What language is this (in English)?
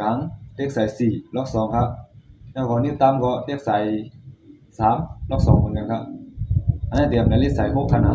Shan